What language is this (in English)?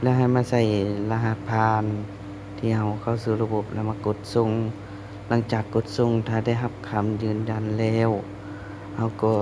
Lao